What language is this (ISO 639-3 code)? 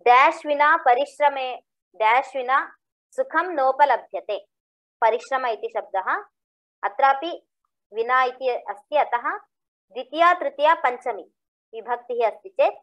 san